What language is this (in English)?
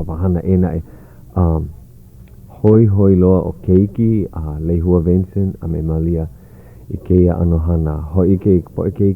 Hawaiian